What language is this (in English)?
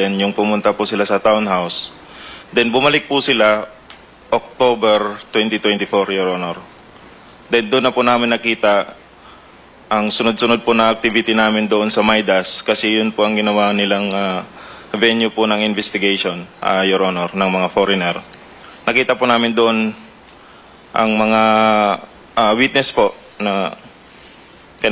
Filipino